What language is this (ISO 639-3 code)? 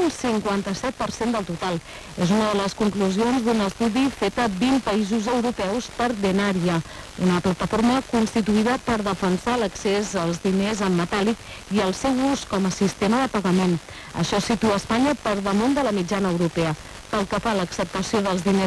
cat